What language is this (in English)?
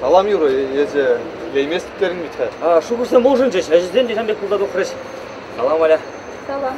Chuvash